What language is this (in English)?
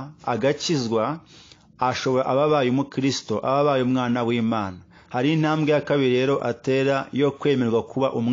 Kinyarwanda